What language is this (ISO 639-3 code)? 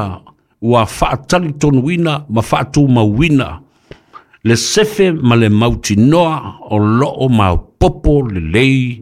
smo